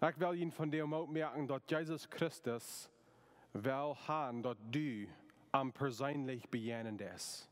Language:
Plautdietsch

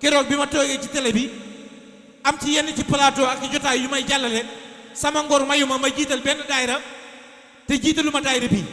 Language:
Wolof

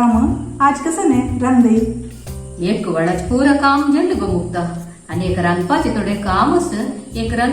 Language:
Konkani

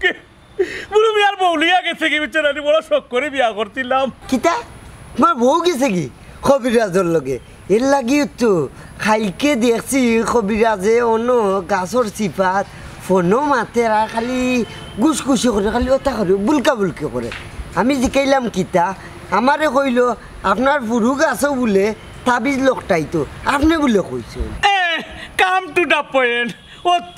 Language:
Sylheti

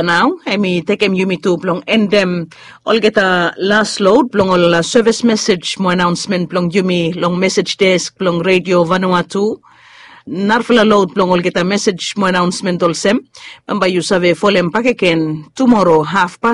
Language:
Bislama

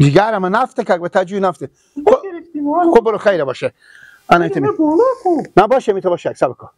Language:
Persian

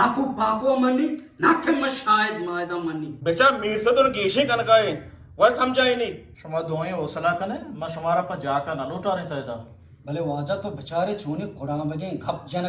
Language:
Eastern Balochi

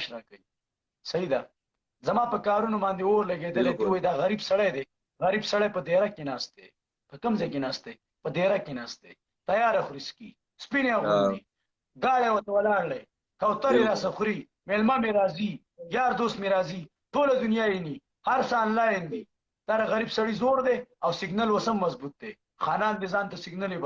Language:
Pashto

